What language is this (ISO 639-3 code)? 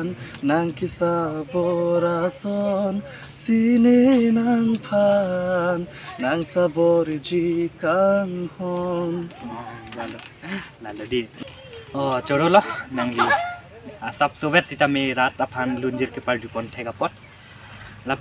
mjw